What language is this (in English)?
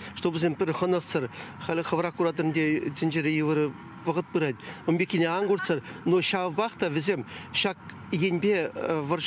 Chuvash